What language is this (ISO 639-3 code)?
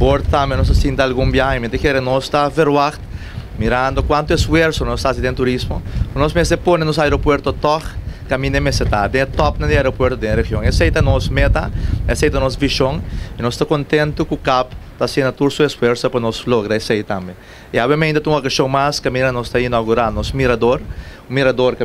pap